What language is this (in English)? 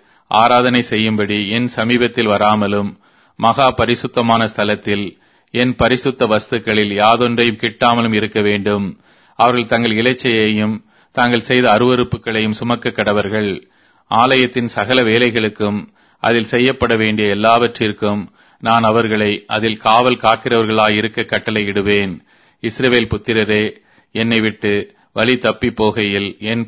Tamil